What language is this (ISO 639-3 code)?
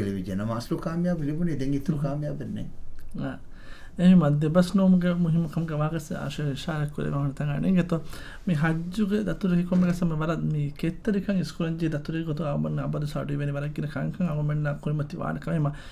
div